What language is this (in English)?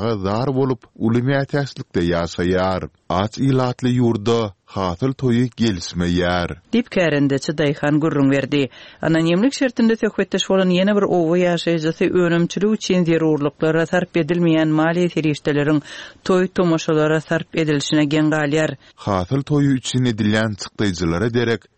Turkmen